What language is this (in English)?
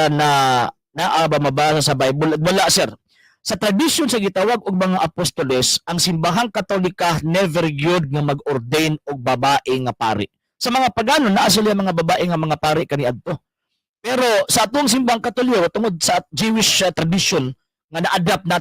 Cebuano